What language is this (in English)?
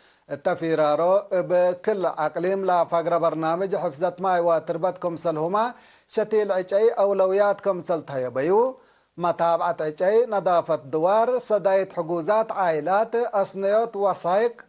Tigre